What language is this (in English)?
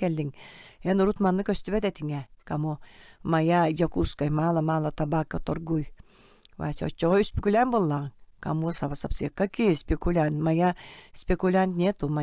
Yakut